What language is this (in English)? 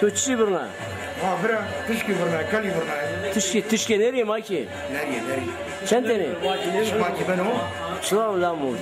Zaza